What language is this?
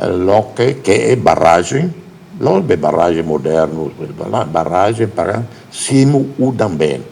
Tetum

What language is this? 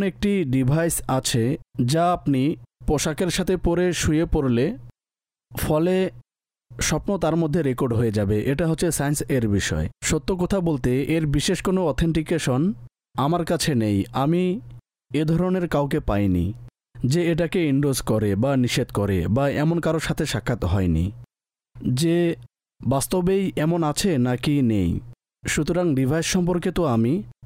Bangla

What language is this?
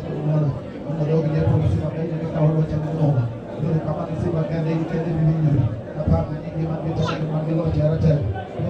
Luo (Kenya and Tanzania)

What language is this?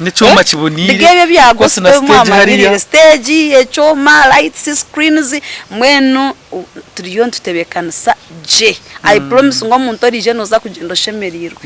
Nyankole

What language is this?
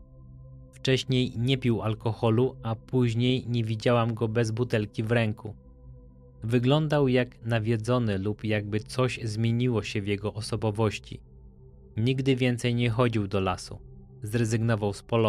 Polish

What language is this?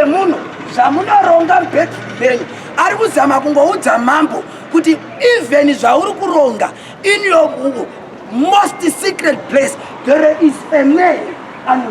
Shona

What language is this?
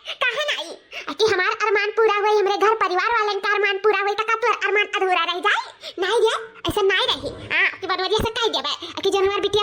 Awadhi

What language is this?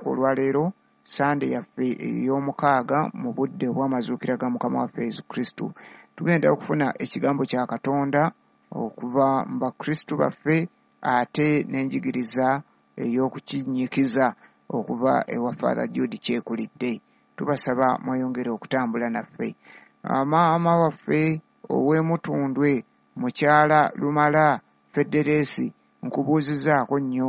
Ganda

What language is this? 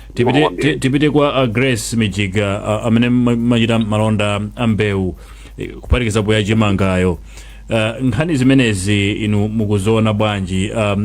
Nyanja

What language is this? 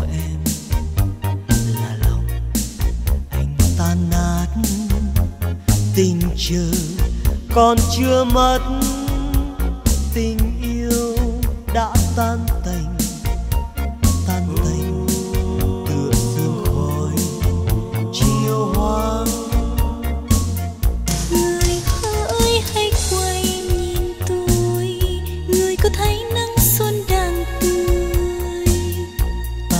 Vietnamese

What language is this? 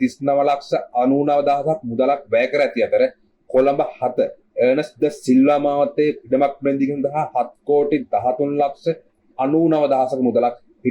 Sinhala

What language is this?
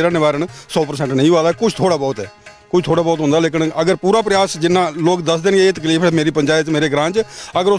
Dogri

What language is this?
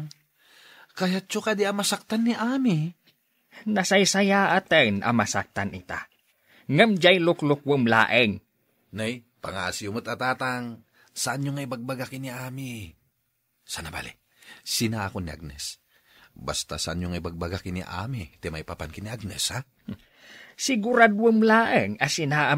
Iloko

